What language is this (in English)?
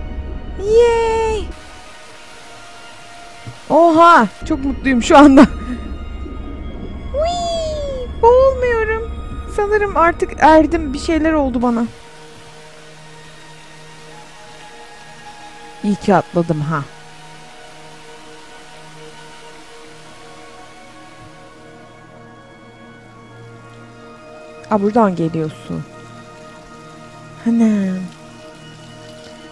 Turkish